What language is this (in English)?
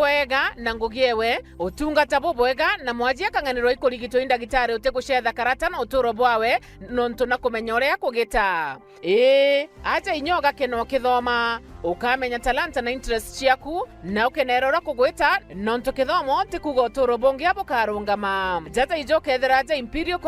Meru